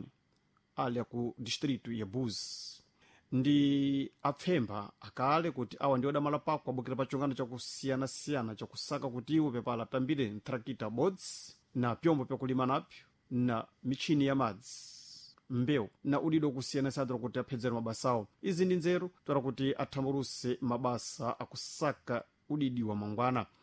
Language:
Sena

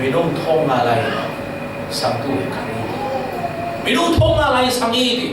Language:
Falam Chin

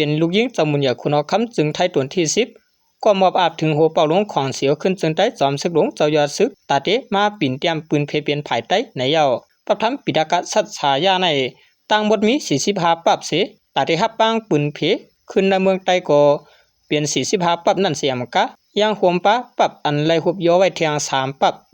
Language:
Shan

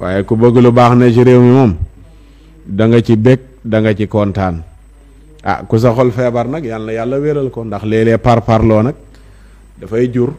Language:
Wolof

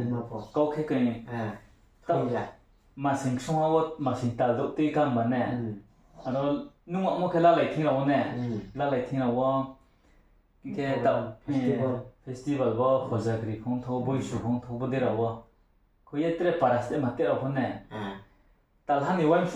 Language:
Riang (India)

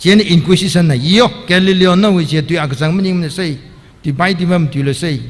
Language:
Tangkhul Naga (India)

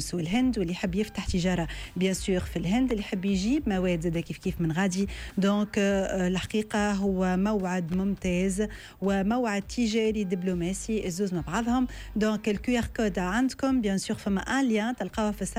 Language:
Tunisian Arabic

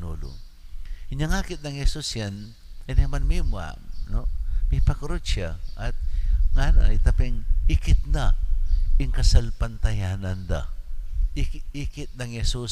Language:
Pampanga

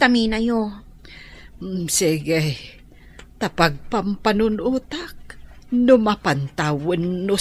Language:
Iloko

